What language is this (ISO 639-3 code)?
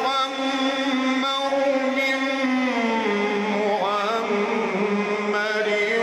ara